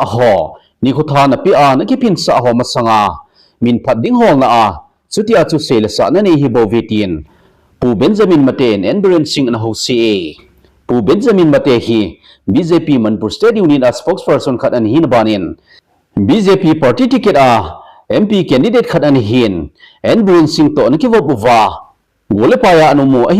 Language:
Thado Chin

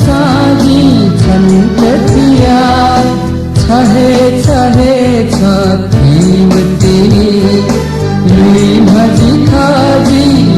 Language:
Newari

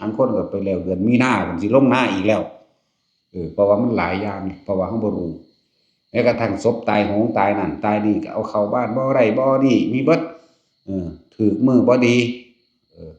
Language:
Northeastern Thai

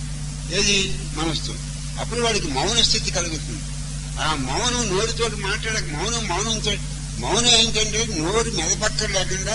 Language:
Telugu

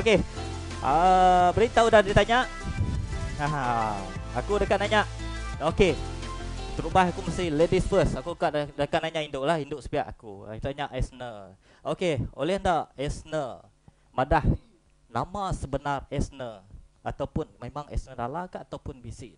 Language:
Iban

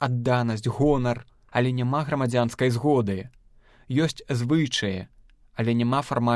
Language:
Belarusian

